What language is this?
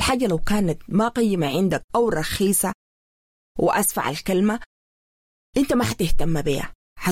Sudanese Arabic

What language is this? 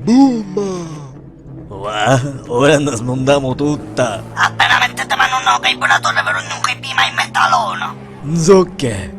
Sicilian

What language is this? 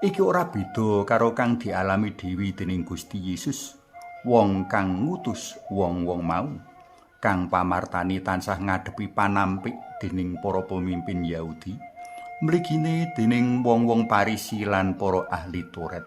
Javanese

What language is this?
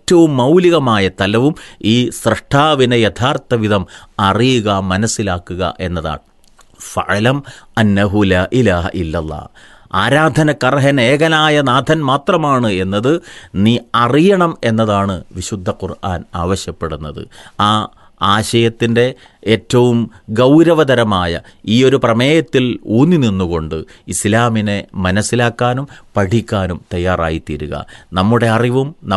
Malayalam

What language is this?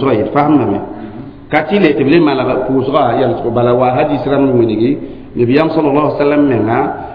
Mossi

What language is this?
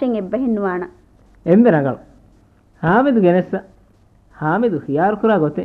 Divehi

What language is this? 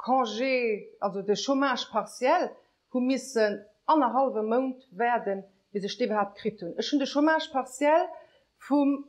Luxembourgish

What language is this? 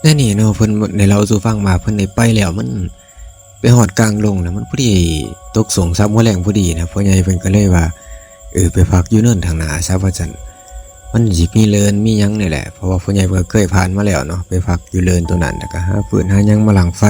Lao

